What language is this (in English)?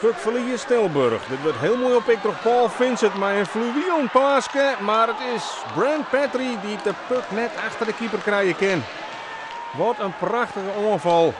Western Frisian